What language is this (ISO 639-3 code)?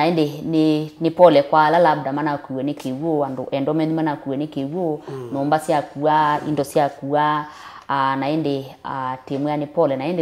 kam